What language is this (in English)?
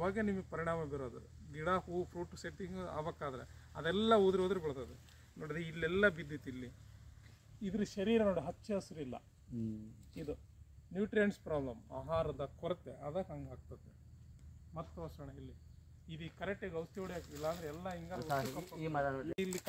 Kannada